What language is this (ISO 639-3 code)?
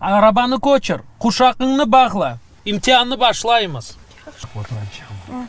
crh